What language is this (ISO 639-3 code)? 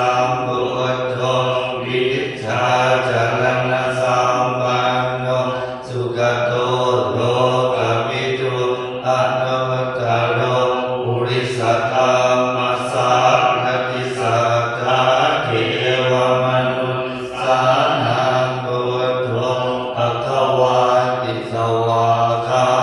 pli